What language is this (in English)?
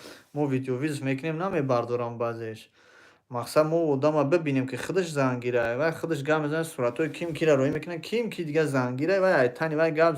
Tajik